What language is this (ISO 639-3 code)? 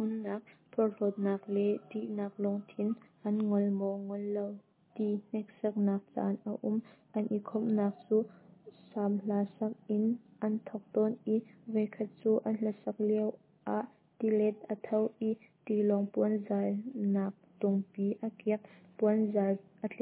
cnh